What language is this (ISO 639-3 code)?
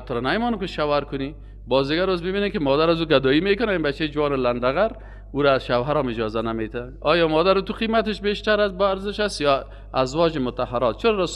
fas